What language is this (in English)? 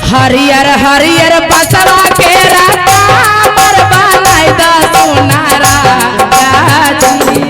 Magahi